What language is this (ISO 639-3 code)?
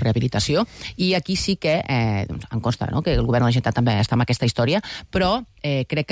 cat